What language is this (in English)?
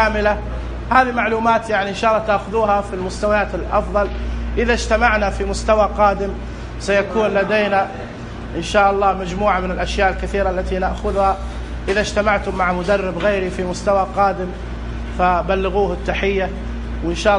Najdi Arabic